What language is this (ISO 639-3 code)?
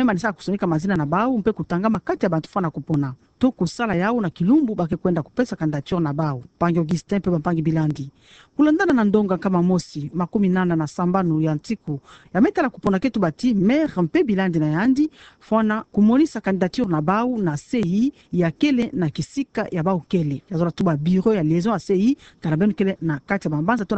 ktu